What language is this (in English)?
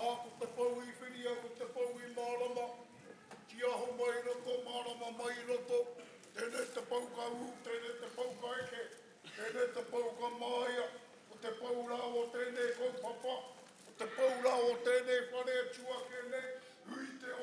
Māori